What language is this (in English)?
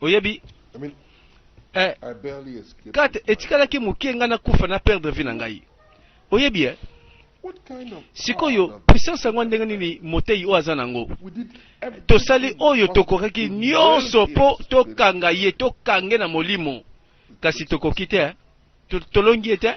Lingala